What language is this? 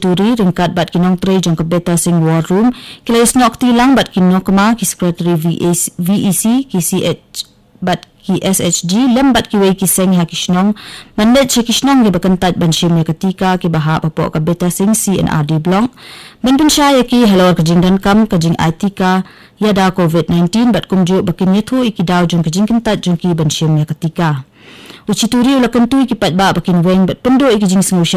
Khasi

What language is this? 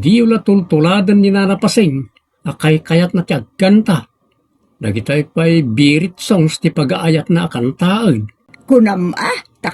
Iloko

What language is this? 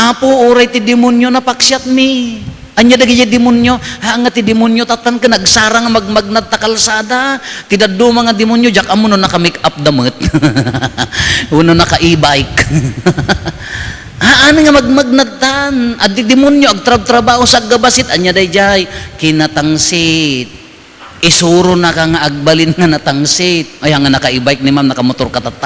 Iloko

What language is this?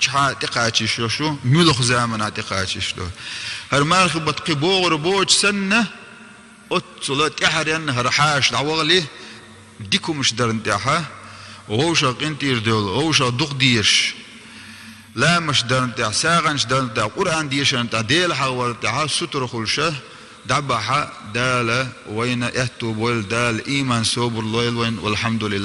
Chechen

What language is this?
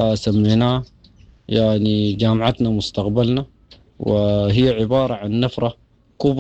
Sudanese Arabic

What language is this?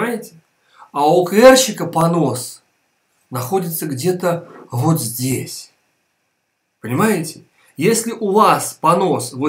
Russian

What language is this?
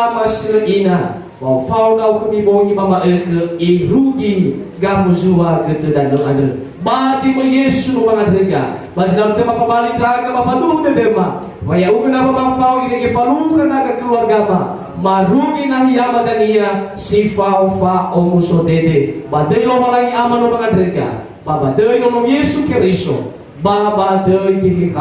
Nias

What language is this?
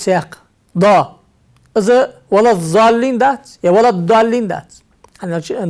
Ingush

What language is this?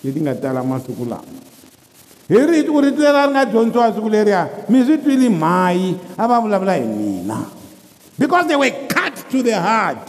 Tsonga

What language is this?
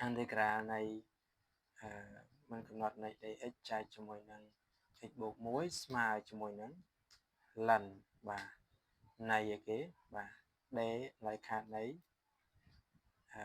Khmer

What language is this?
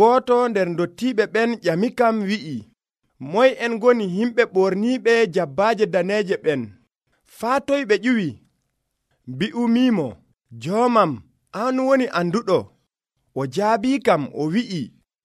Nigerian Fulfulde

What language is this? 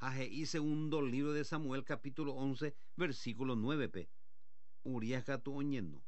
Guarani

